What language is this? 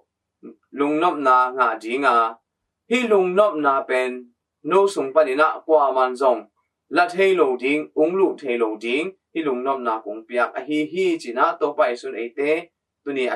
Tedim Chin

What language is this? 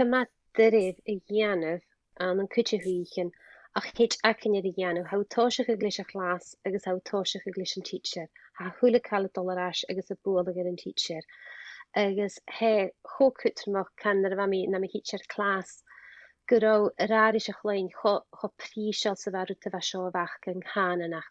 Scottish Gaelic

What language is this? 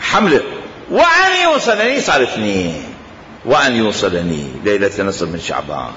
Mesopotamian Arabic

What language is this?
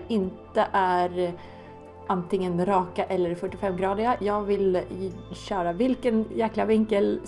Swedish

